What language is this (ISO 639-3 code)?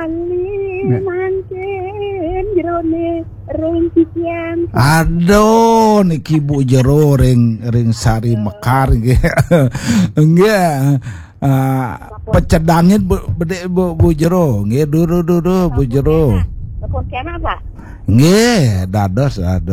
ban